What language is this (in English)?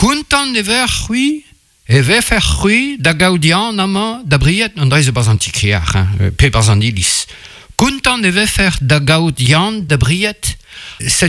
Breton